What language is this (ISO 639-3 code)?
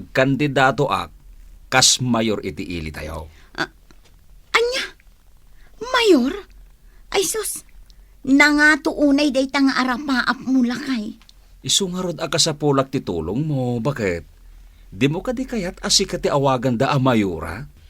ilo